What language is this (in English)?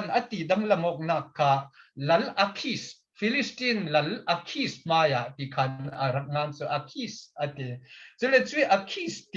Falam Chin